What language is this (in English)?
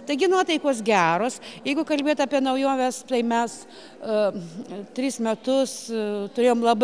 Lithuanian